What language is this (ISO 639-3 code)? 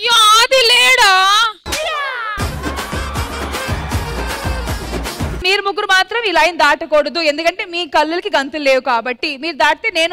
tel